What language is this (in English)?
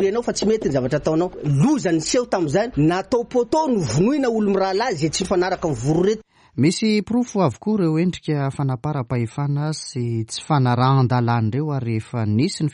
Malagasy